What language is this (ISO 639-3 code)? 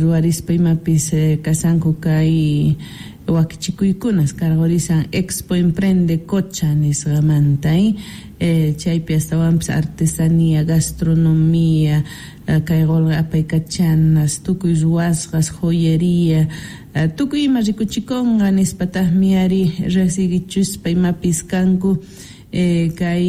quh